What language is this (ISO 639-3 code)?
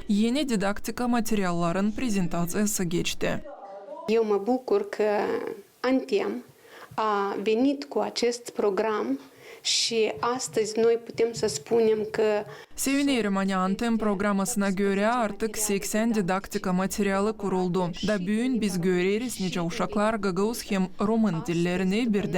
gag